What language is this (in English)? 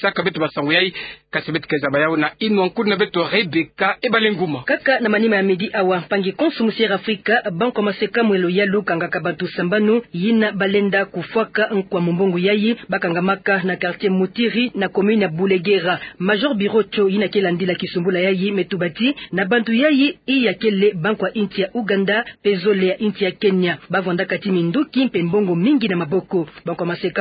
Kituba (Democratic Republic of Congo)